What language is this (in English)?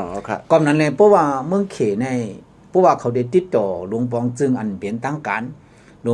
Shan